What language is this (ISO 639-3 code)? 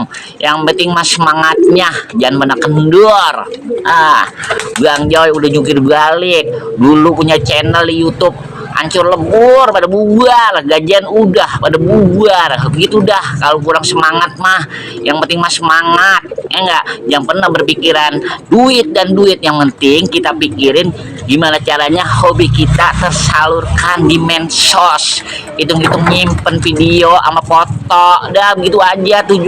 bew